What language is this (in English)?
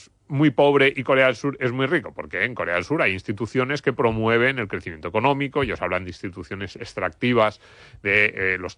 Spanish